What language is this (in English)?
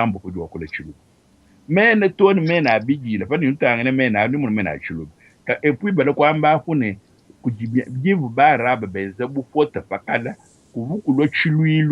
Luba-Lulua